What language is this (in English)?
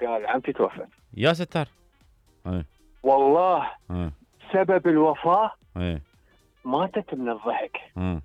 Mesopotamian Arabic